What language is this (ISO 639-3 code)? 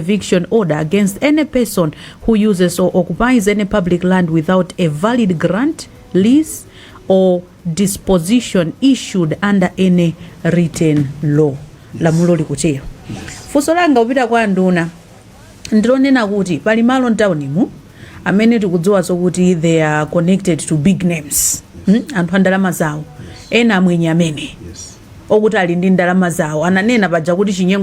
nya